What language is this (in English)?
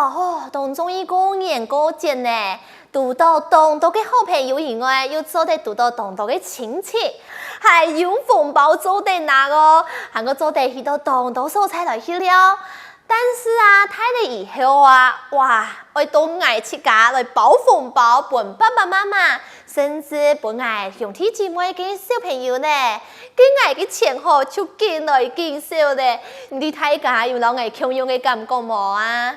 Hakka Chinese